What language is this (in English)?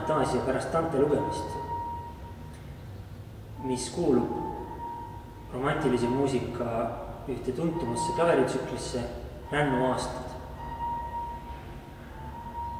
Estonian